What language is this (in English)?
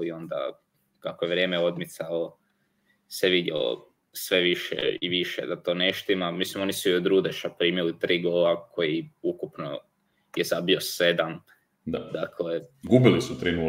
Croatian